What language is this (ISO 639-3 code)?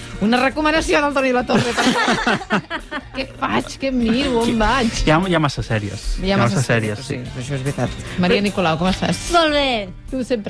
cat